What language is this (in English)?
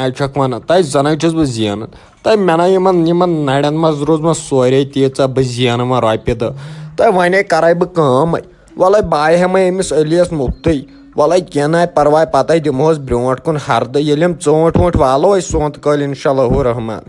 Kashmiri